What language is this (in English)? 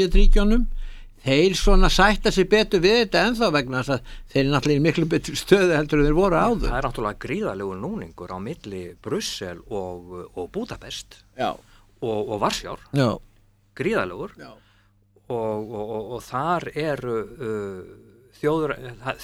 Icelandic